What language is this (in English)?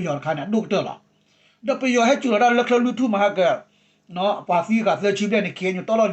S'gaw Karen